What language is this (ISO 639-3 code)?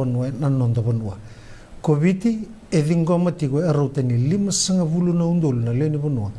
fij